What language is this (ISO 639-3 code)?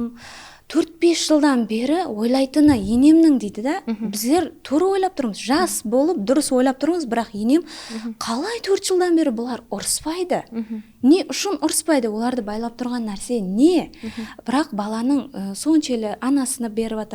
kaa